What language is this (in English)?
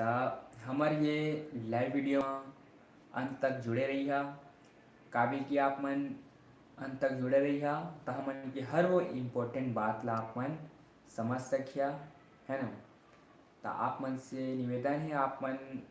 Chhattisgarhi